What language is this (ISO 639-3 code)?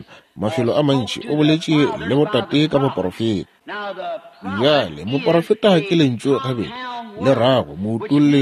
nso